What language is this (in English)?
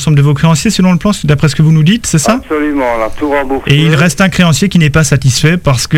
French